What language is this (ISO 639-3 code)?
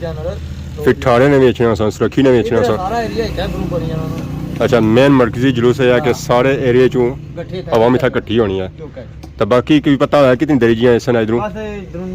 phr